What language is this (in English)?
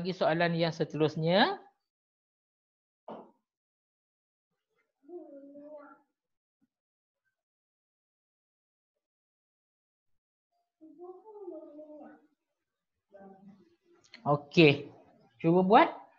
Malay